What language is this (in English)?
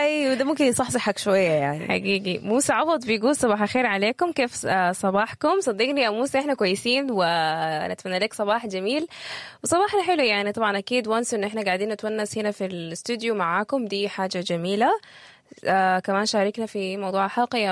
Sudanese Arabic